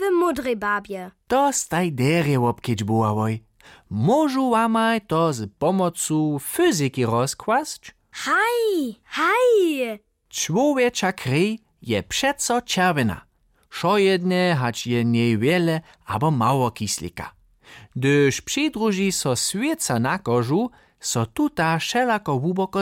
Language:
Upper Sorbian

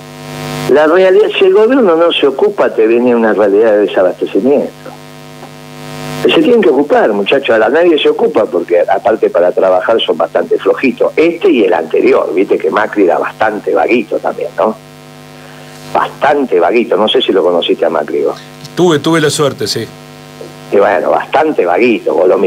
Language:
Spanish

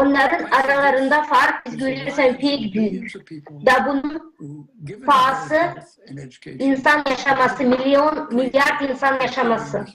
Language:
Gagauz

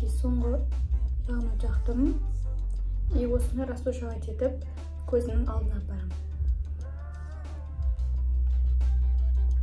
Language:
Kazakh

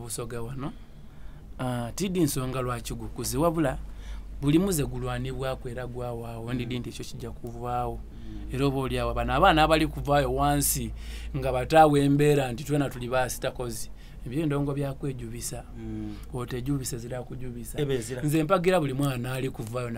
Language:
Soga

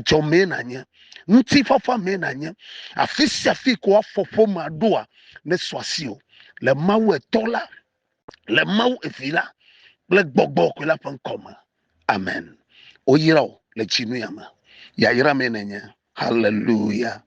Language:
Ewe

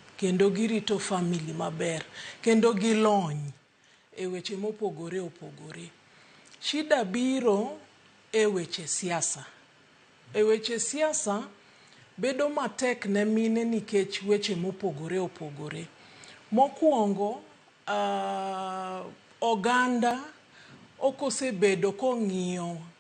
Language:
Luo (Kenya and Tanzania)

